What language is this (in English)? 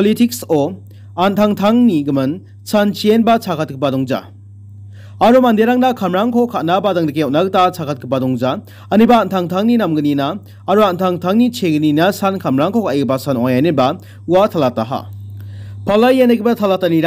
Garo